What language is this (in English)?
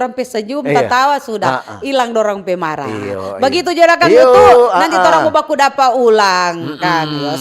Manado Malay